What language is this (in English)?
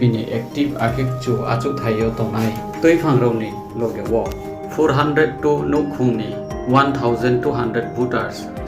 Riang (India)